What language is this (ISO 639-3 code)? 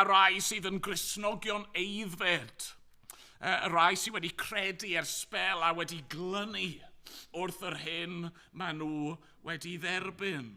cym